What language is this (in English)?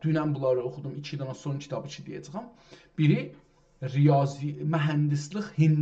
South Azerbaijani